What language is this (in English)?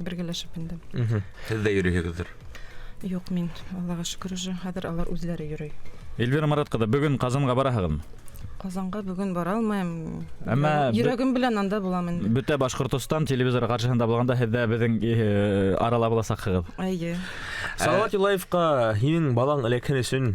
Bashkir